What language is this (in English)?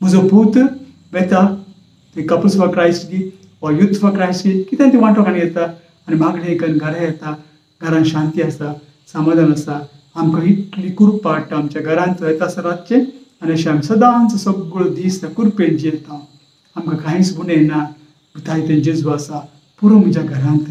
Konkani